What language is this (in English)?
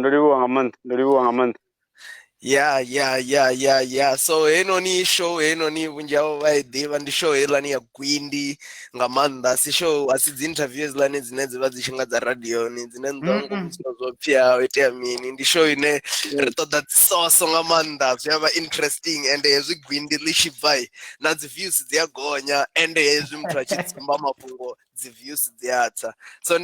Venda